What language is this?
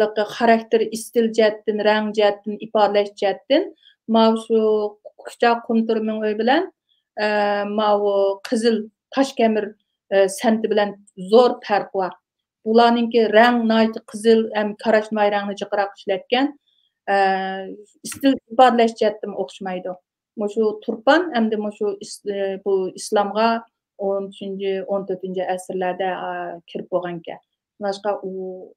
Uyghur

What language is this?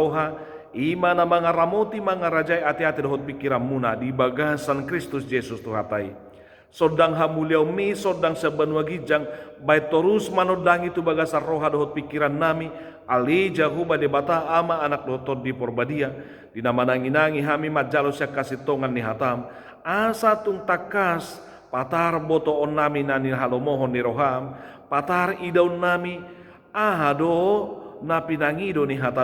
Batak Toba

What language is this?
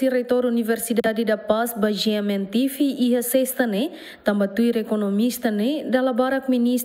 Tetum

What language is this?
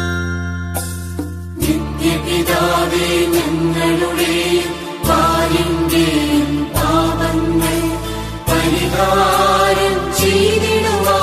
Malayalam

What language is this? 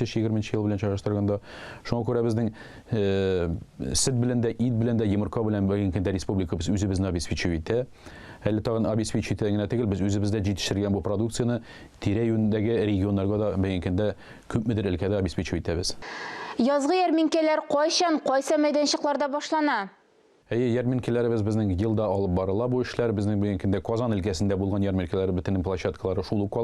Tatar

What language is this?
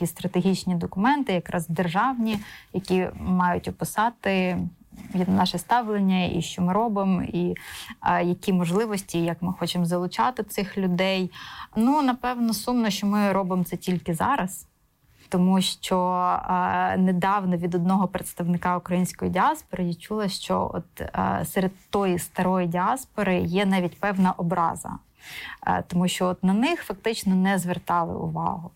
Ukrainian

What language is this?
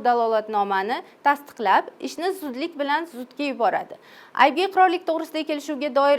Uzbek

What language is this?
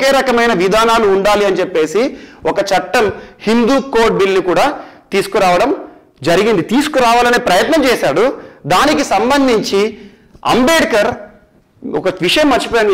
Telugu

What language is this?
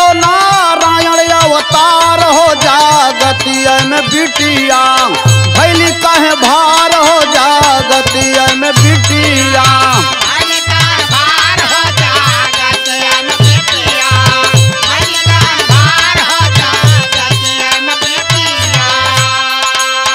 Bhojpuri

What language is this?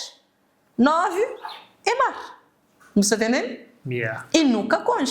Kabuverdianu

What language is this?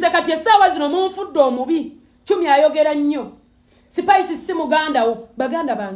Ganda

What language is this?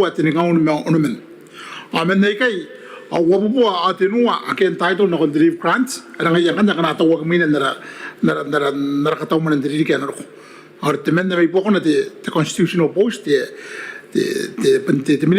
Gilbertese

